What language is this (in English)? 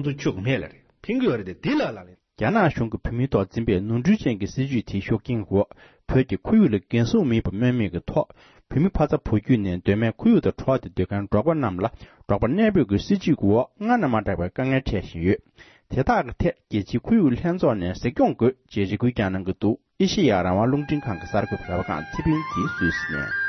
Tibetan